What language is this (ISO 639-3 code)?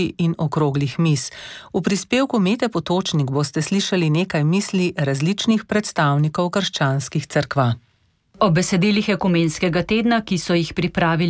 slv